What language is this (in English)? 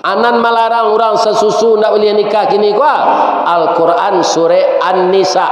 Minangkabau